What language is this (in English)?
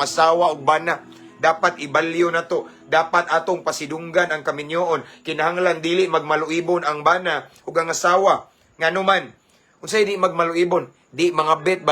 Cebuano